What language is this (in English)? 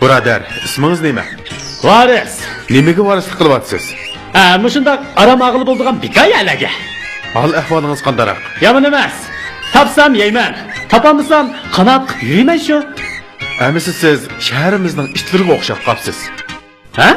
Uyghur